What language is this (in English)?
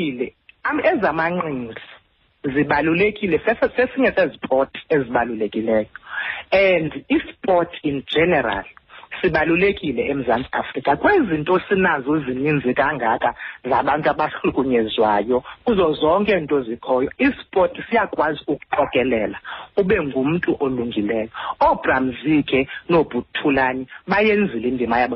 Xhosa